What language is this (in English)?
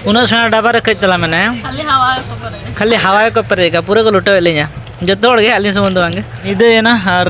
Santali